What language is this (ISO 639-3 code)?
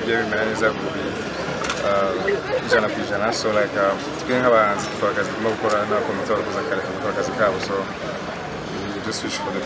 kin